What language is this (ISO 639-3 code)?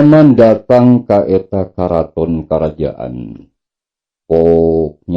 sun